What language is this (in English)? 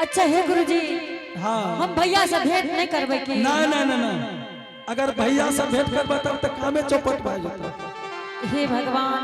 Angika